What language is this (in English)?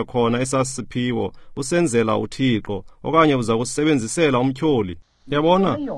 Xhosa